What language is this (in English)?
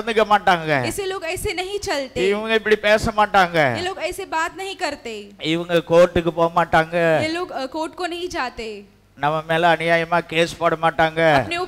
Tamil